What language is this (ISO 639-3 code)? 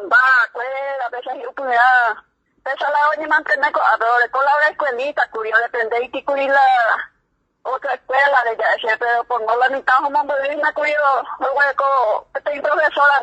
grn